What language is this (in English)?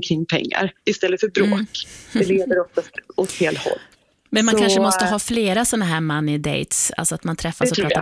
Swedish